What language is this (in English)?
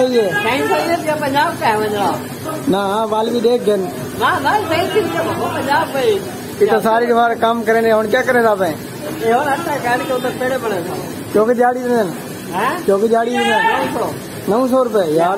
Saraiki